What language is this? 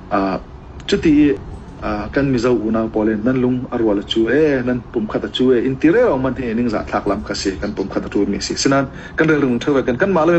Falam Chin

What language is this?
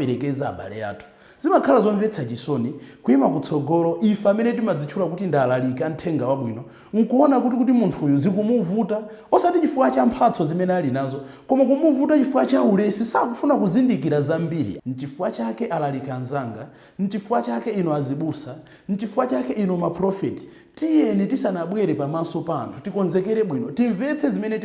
Nyanja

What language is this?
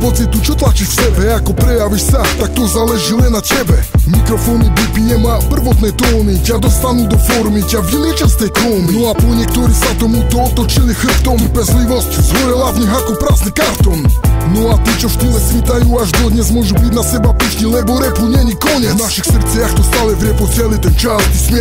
Slovak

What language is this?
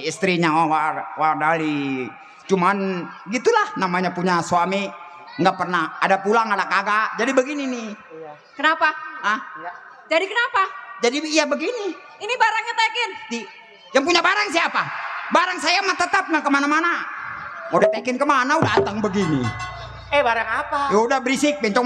Betawi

